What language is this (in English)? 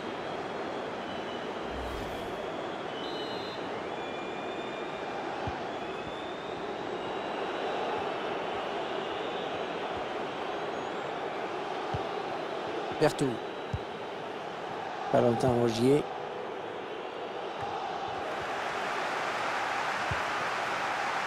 French